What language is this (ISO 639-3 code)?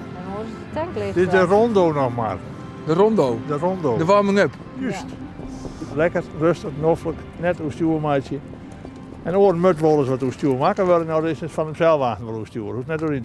fry